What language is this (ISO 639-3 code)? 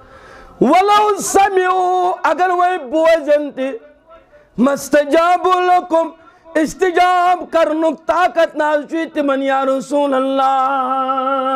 kas